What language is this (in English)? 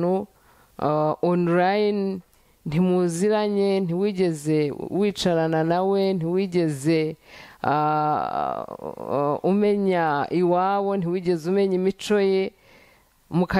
Kinyarwanda